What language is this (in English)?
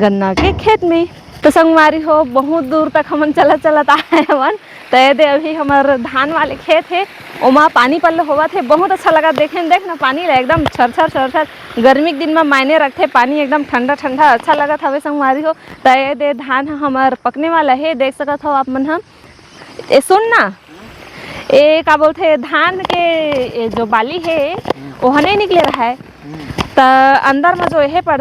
Chhattisgarhi